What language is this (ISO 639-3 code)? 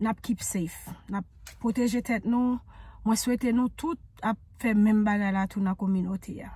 hat